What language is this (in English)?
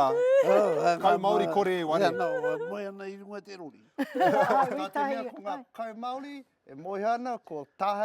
Māori